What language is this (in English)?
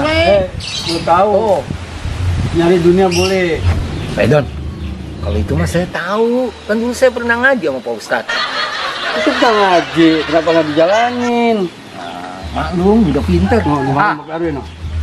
Betawi